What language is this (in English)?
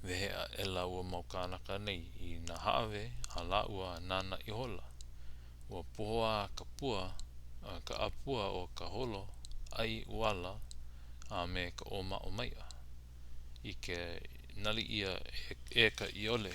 Hawaiian